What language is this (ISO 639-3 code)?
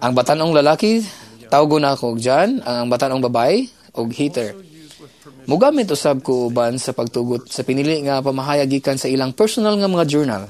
ceb